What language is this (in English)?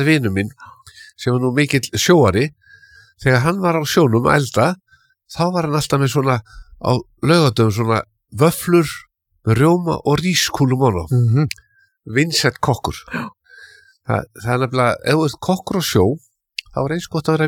Icelandic